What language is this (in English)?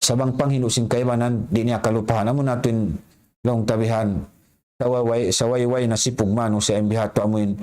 Tausug